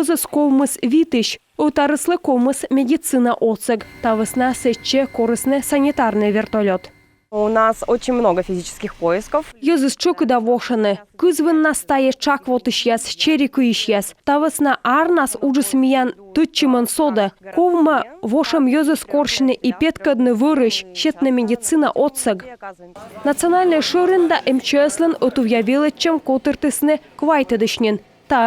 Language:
Komi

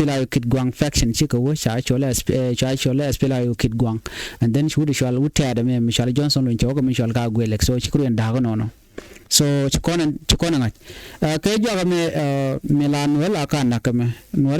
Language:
Nuer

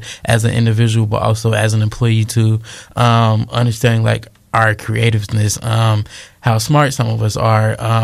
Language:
English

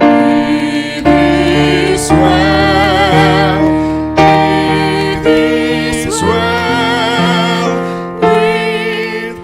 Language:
Batak Simalungun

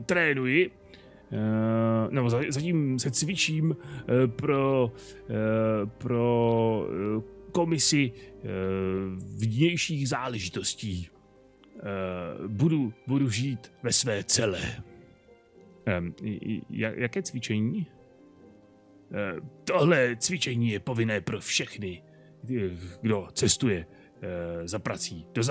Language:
Czech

